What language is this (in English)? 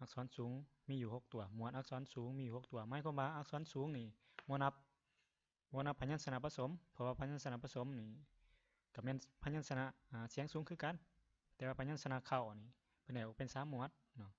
Lao